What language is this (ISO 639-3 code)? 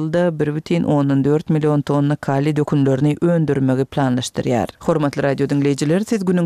tuk